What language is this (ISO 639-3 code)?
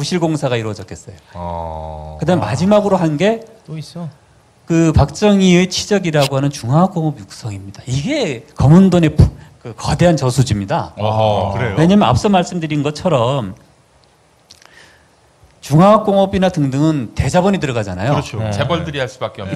kor